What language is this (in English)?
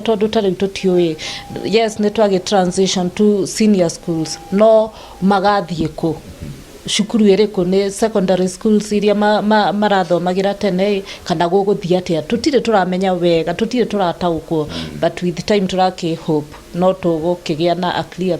Kikuyu